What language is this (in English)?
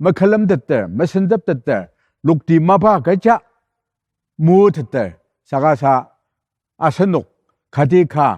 Ao Naga